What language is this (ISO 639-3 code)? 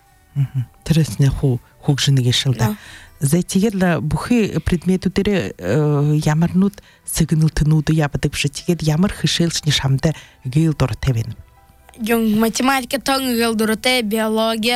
bua